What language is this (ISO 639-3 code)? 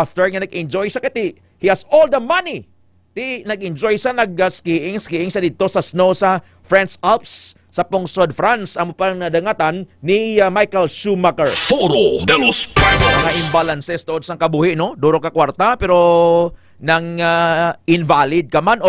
hil